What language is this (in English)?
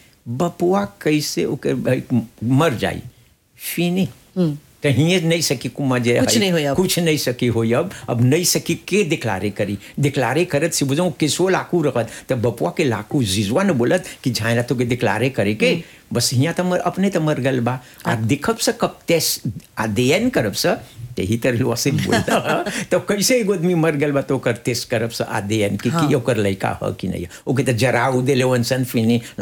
Bhojpuri